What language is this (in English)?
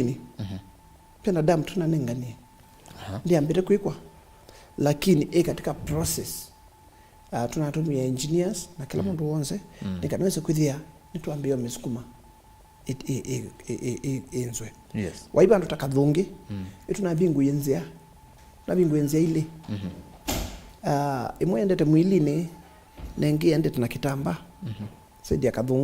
Kamba